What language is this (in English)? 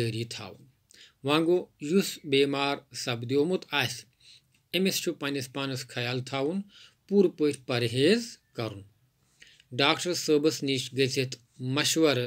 Kashmiri